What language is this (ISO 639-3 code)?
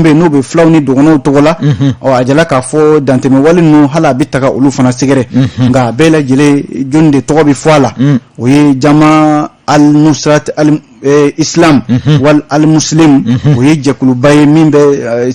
bam